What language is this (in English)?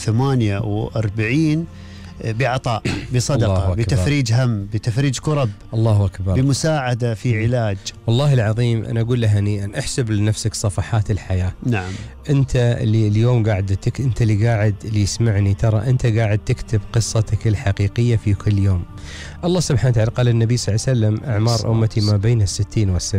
Gulf Arabic